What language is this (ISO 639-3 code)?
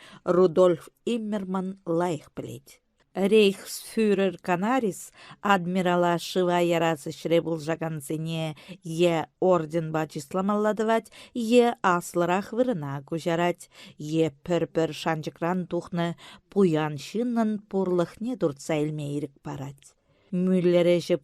chv